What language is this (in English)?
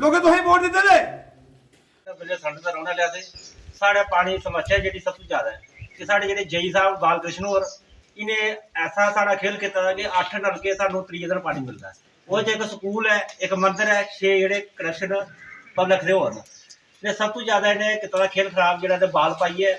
Dogri